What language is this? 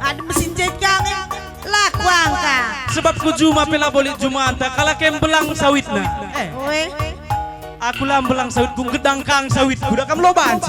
Batak Karo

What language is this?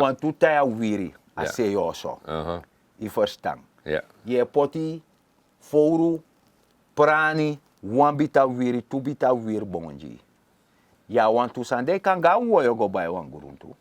Sranan Tongo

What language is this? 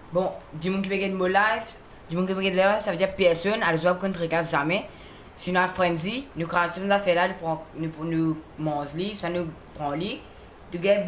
Morisyen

